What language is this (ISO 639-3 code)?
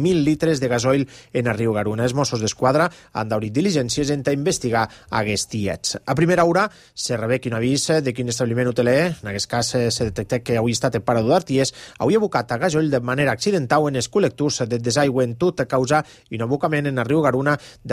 cat